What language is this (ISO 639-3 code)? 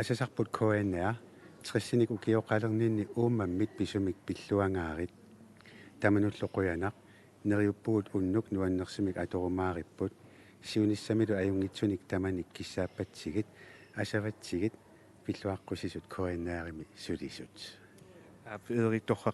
kal